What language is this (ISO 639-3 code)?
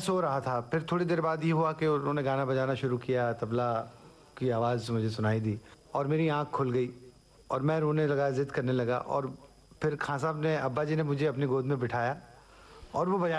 urd